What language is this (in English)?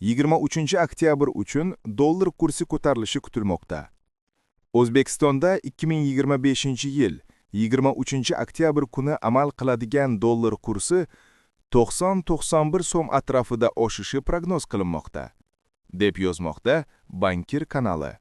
Uzbek